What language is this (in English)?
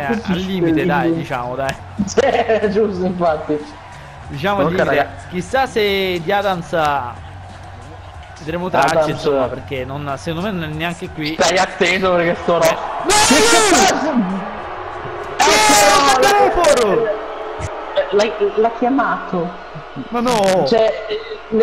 Italian